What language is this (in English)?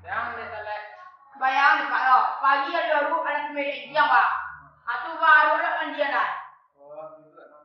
Minangkabau